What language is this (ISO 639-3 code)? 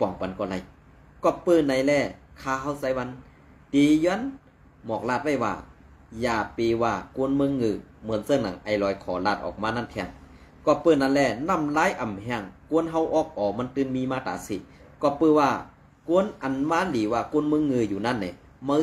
shn